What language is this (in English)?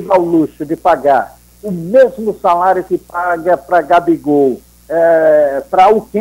Portuguese